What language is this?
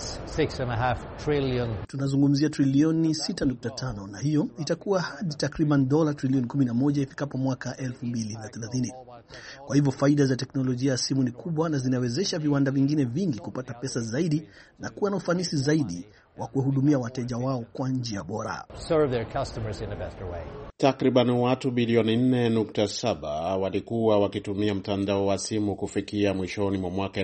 Swahili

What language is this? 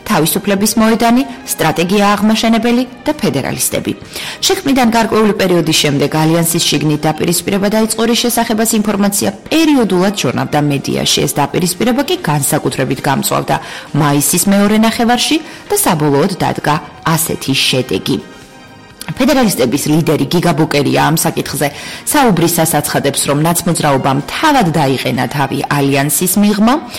Georgian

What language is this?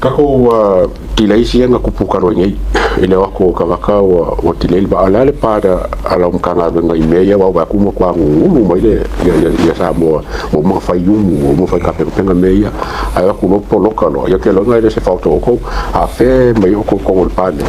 Samoan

